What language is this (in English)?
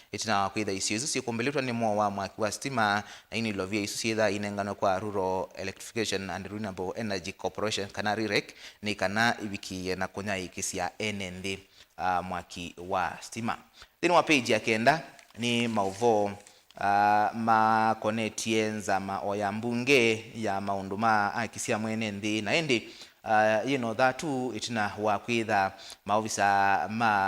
Kamba